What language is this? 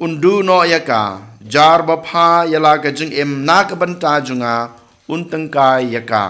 Khasi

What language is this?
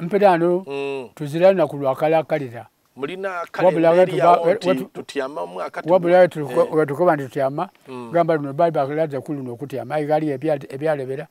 Soga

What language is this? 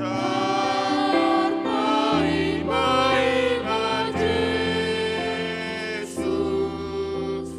Batak Simalungun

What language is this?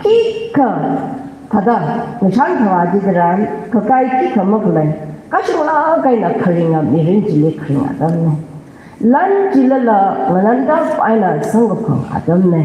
Tangkhul Naga (India)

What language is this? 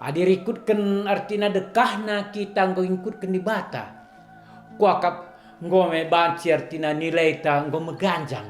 Batak Karo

